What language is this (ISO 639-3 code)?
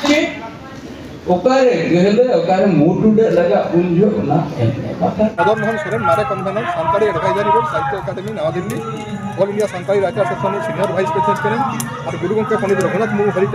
sat